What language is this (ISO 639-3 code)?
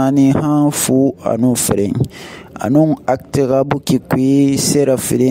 sus